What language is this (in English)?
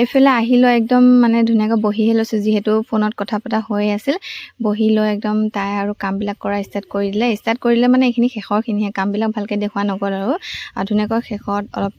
Assamese